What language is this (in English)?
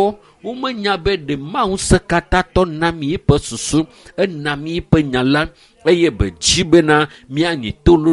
Ewe